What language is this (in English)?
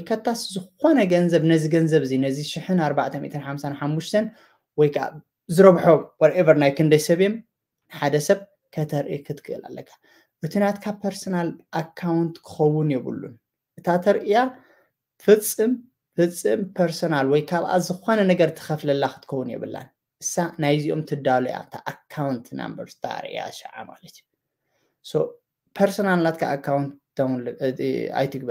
Tigrinya